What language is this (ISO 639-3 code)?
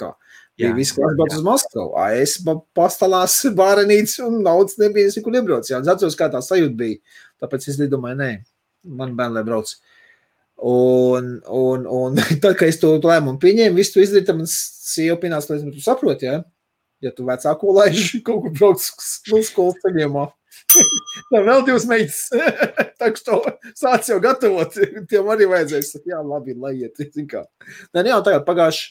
lav